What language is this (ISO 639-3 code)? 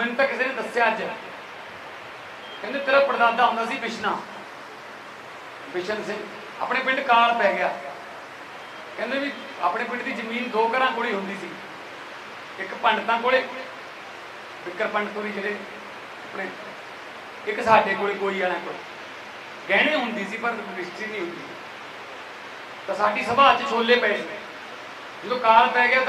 pan